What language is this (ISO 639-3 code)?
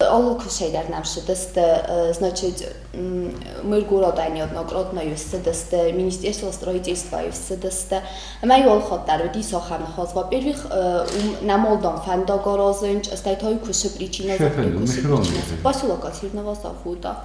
oss